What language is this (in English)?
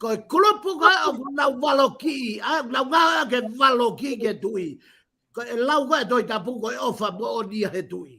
Tongan